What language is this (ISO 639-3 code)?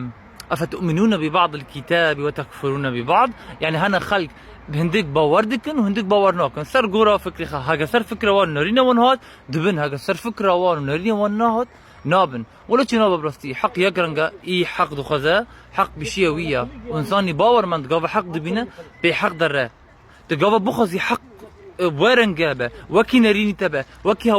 kur